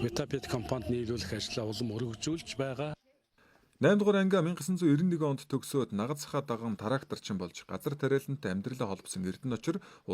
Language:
Mongolian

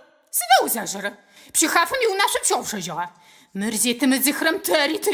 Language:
Adyghe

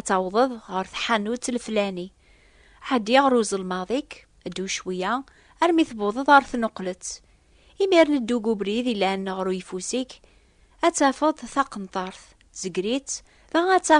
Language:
Kabyle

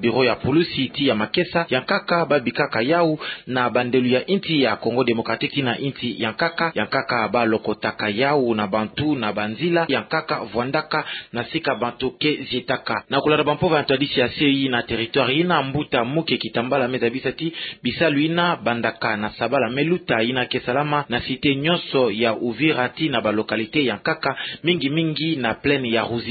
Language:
Kituba (Democratic Republic of Congo)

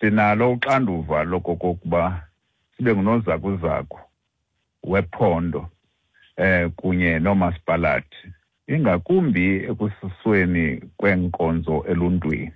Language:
Xhosa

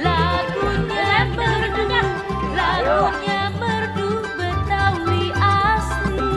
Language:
Betawi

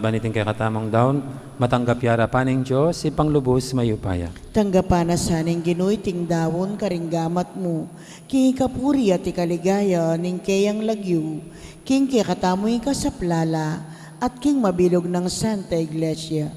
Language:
Pampanga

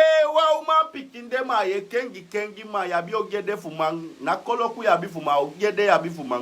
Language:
Sranan Tongo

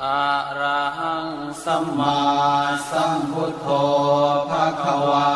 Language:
Pali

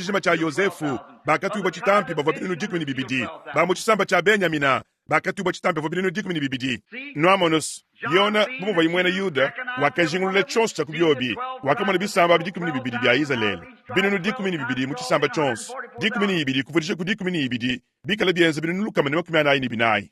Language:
Luba-Lulua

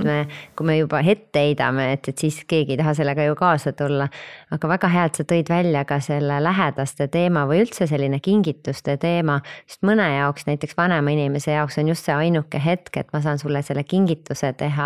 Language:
Estonian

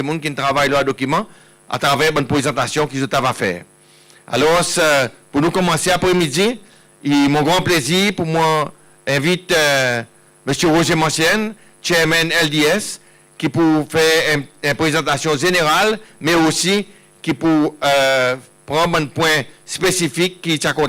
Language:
Seselwa Creole French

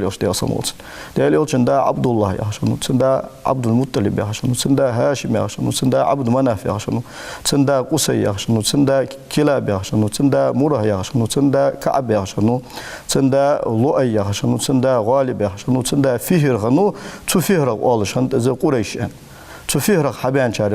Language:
Ingush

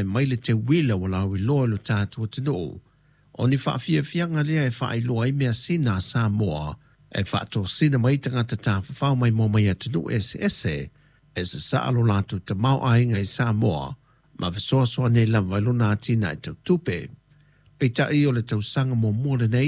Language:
Samoan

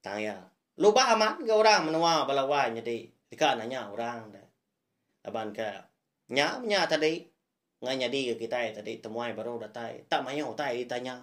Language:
Iban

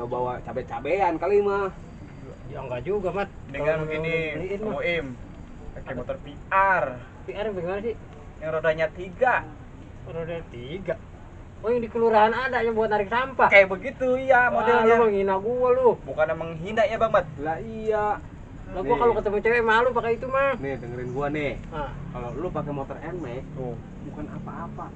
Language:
Betawi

